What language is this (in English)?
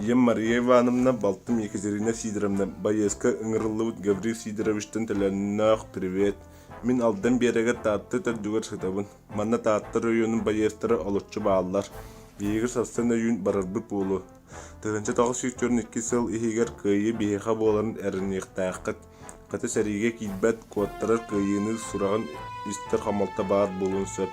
Yakut